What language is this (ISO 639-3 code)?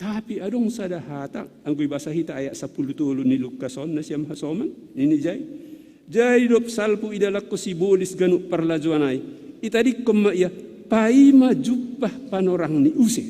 bts